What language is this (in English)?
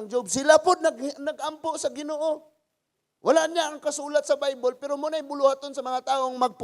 Cebuano